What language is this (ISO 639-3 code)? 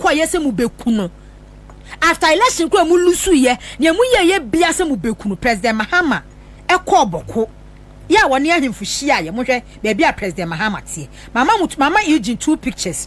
aka